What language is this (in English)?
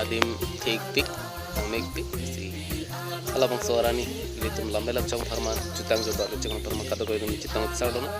Karbi